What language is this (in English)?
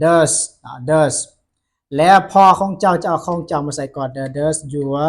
Lao